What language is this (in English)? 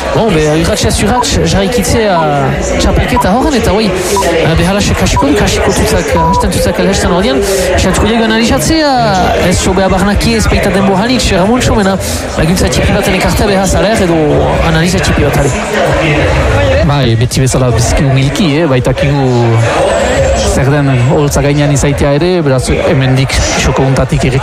Basque